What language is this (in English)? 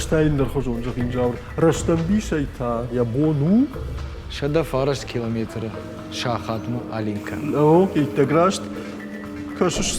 Ossetic